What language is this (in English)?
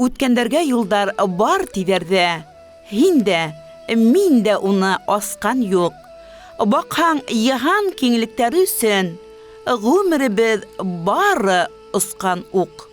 Bashkir